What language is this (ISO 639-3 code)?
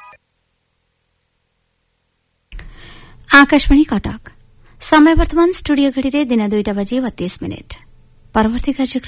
ori